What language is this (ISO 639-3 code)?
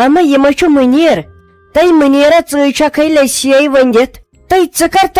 kas